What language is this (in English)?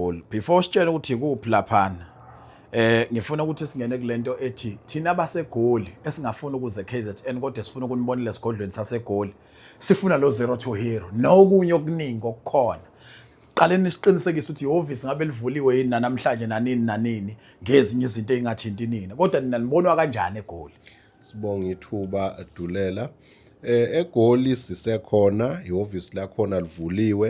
Zulu